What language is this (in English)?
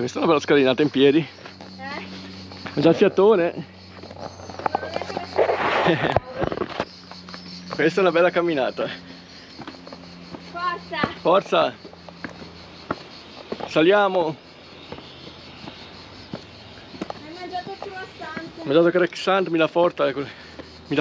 Italian